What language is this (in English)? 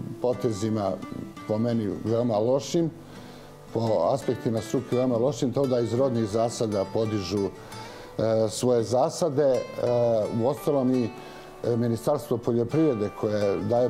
Serbian